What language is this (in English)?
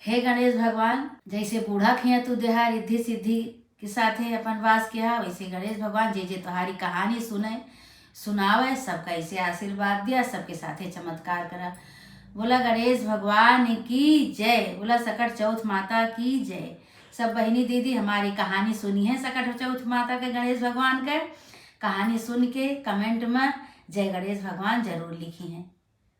Awadhi